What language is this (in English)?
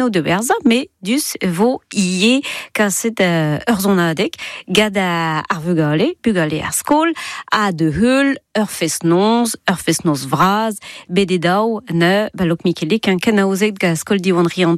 Breton